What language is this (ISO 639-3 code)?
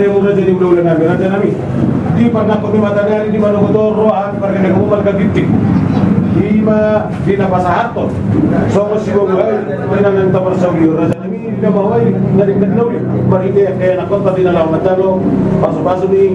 bbc